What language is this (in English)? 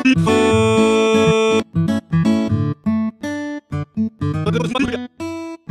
Korean